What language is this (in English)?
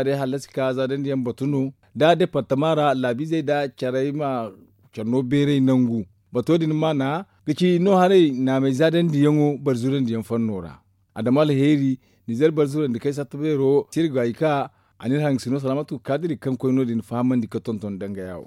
Zarma